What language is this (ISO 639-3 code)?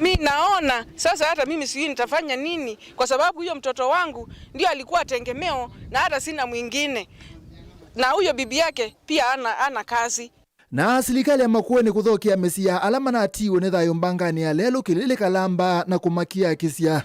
kam